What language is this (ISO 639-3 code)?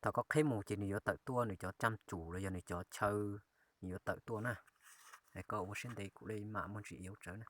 hmn